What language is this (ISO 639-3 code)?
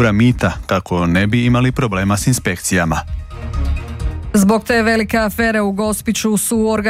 hrv